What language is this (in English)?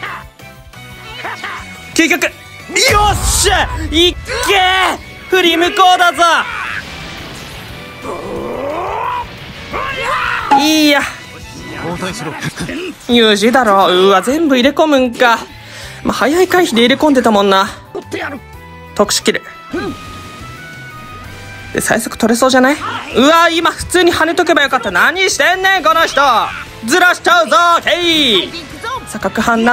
Japanese